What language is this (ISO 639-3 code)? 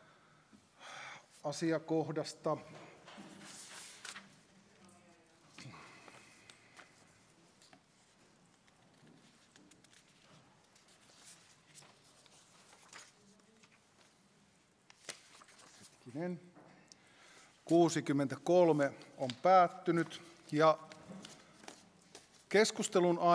fin